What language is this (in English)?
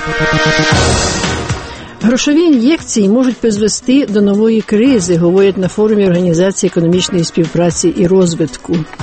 Ukrainian